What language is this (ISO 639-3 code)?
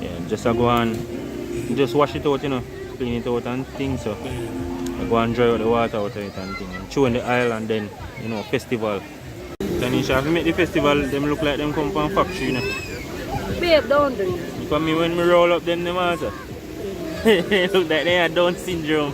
jam